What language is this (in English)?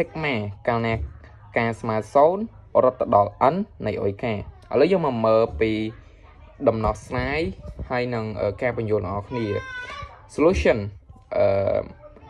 Khmer